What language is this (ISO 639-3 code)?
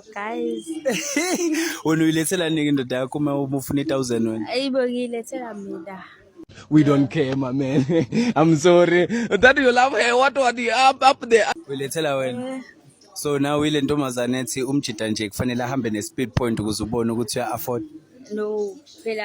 zul